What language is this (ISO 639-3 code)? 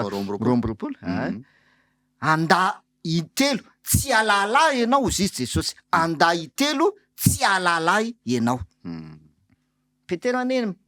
mlg